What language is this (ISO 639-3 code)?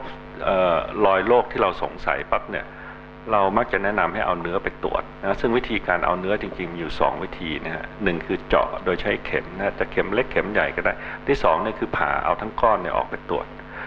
tha